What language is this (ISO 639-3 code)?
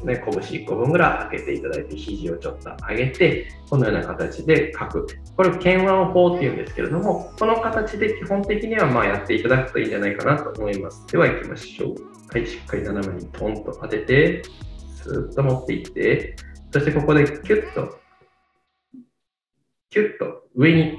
jpn